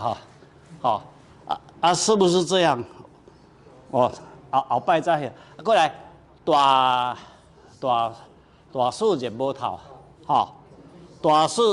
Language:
Min Nan Chinese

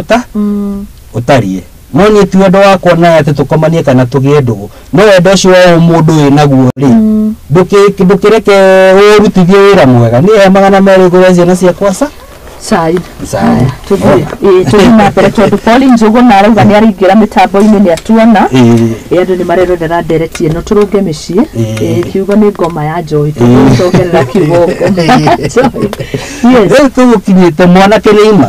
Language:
Kikuyu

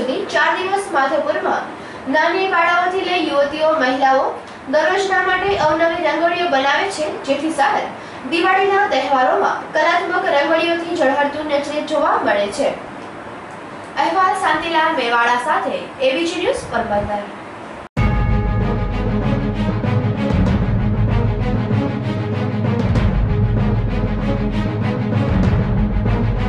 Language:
Gujarati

